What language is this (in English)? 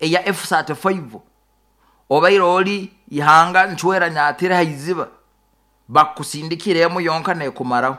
Nyoro